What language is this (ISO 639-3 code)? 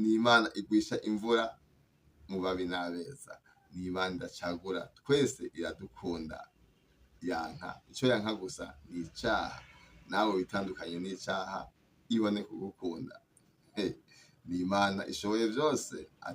run